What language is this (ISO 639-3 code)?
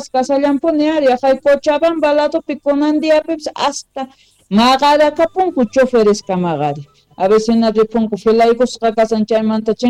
que